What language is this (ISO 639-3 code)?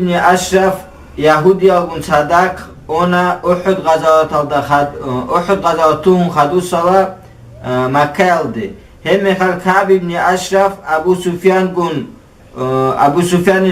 ava